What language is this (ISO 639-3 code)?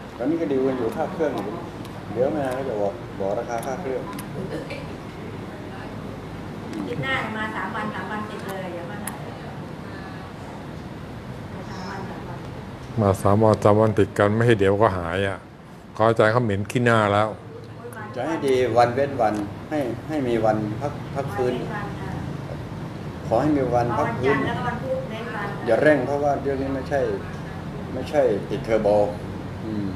tha